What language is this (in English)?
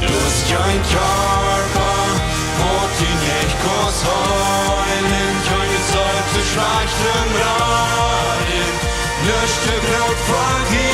Plautdietsch